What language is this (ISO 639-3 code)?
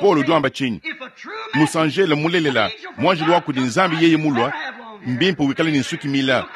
lua